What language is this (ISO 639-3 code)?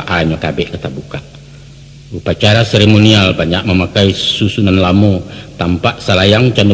min